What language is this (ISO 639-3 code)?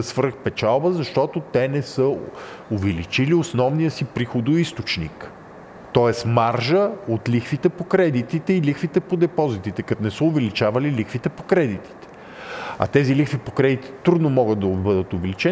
bul